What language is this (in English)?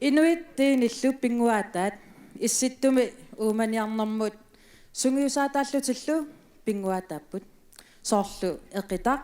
Kalaallisut